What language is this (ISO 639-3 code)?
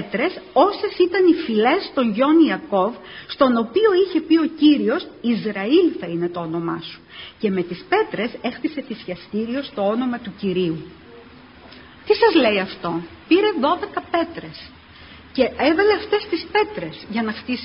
ell